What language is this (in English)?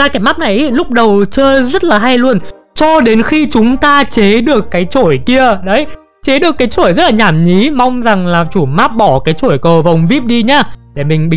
Vietnamese